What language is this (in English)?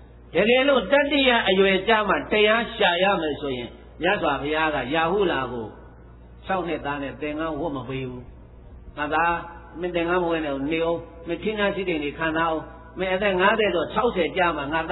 Burmese